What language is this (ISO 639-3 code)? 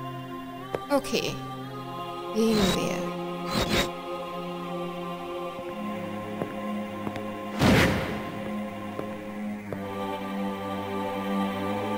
deu